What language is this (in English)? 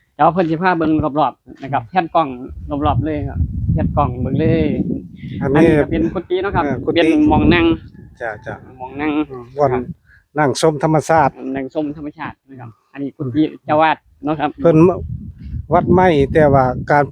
Northeastern Thai